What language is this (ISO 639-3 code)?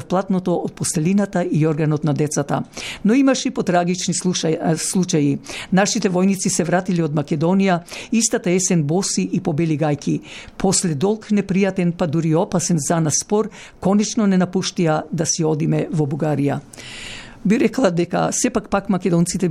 mkd